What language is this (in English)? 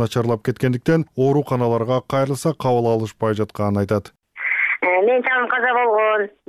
Kyrgyz